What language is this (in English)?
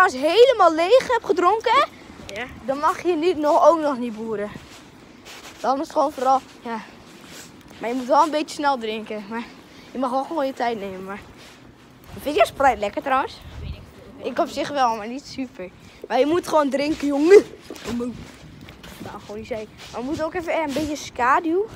Dutch